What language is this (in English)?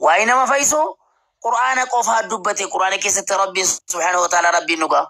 Oromo